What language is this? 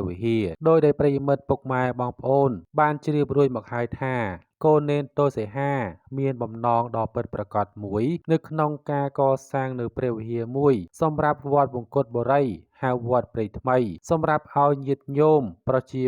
Khmer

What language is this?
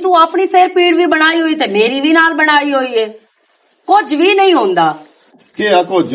Western Panjabi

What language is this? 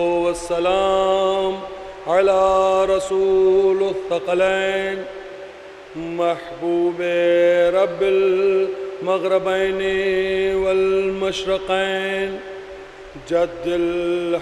Urdu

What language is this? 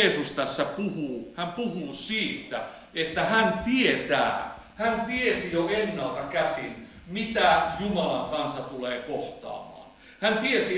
Finnish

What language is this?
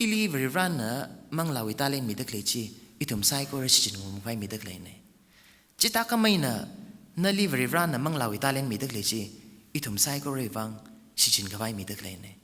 Tangkhul Naga (India)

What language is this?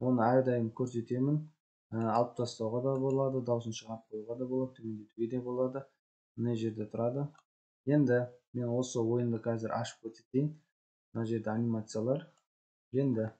Kazakh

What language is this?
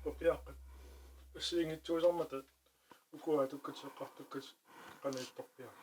Kalaallisut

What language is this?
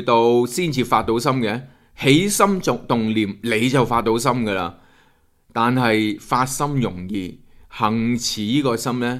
Cantonese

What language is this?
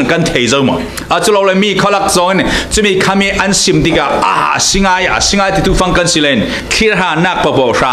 Falam Chin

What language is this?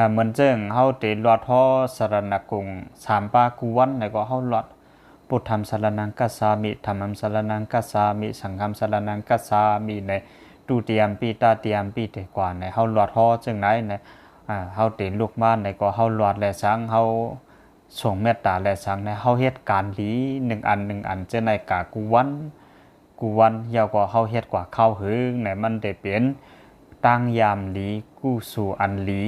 Shan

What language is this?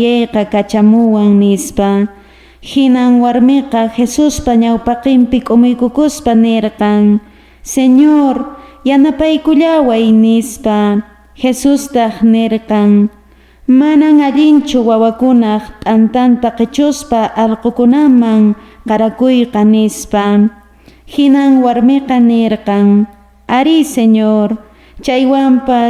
Quechua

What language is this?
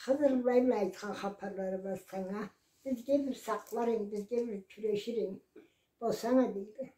Karachay-Balkar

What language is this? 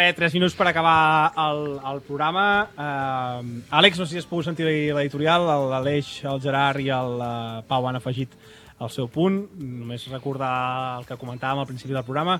Catalan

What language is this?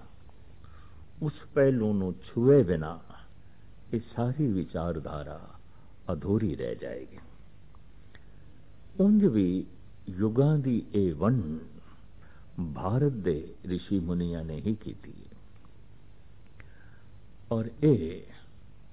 Punjabi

